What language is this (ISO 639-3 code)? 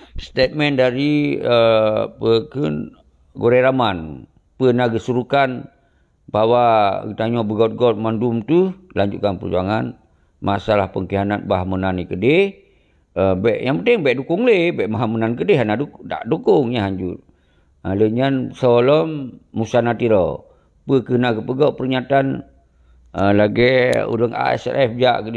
ace